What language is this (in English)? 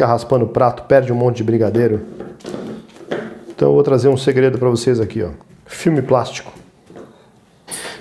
Portuguese